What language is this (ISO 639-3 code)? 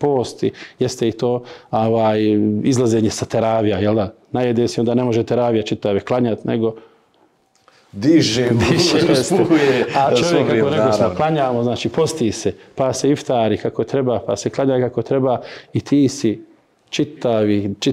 bos